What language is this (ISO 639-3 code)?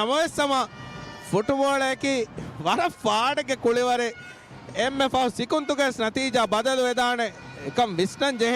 div